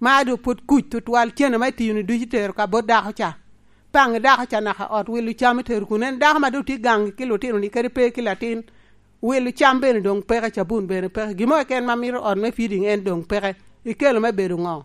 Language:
Lango (Uganda)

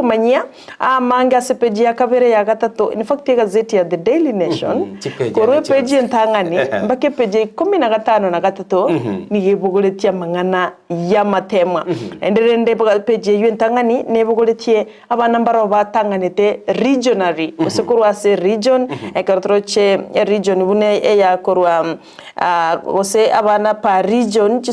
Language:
Gusii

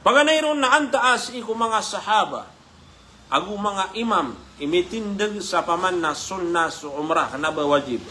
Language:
Maranao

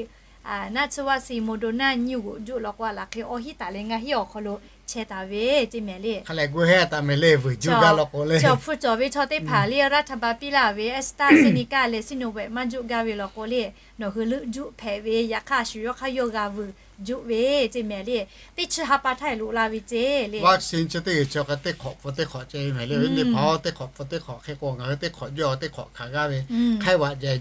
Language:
Lahu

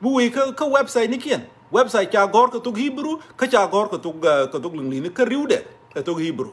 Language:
Nuer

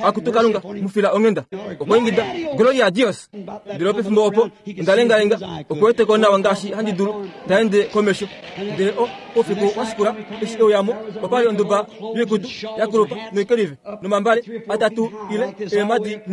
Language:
Kuanyama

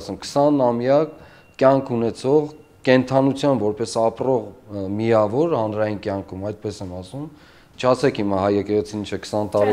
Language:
Armenian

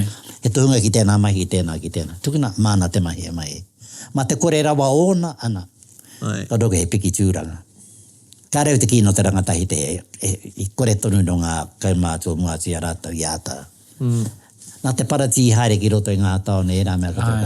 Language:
Māori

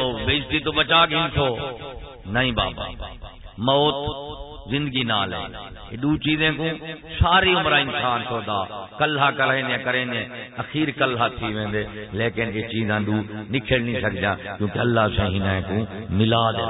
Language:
Saraiki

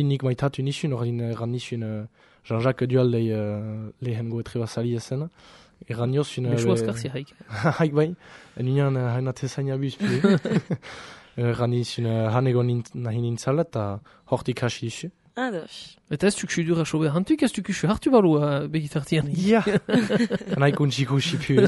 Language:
Basque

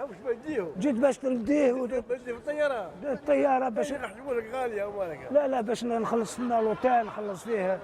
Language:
Algerian Arabic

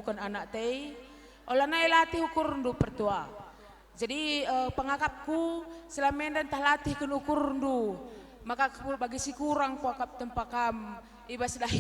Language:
Batak Karo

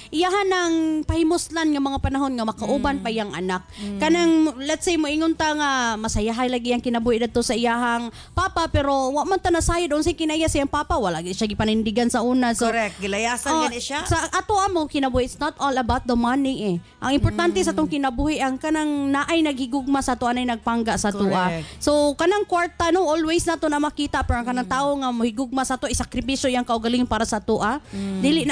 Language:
Cebuano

